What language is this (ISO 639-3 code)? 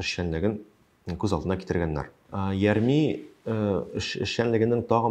tat